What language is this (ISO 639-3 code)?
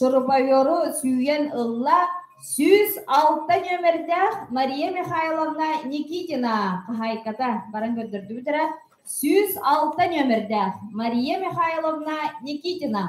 sah